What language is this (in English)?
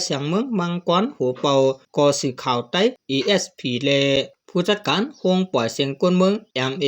Shan